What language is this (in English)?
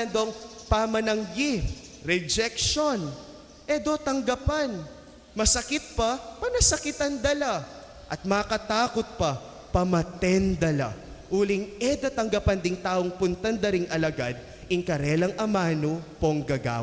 Pampanga